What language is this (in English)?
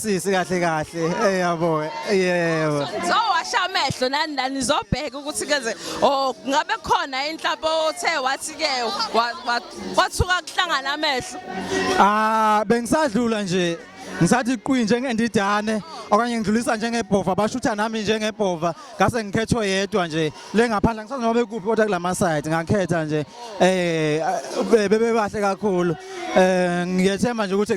Zulu